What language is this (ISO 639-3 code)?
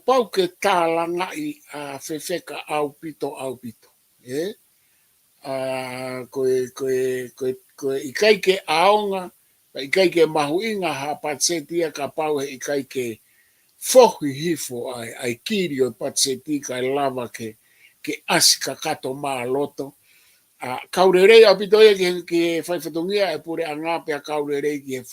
ton